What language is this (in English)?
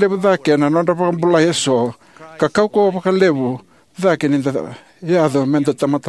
Fijian